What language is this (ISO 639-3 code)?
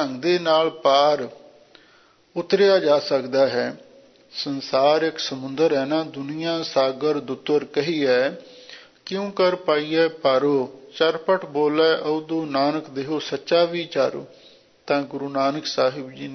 pan